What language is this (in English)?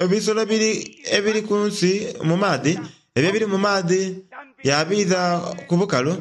Soga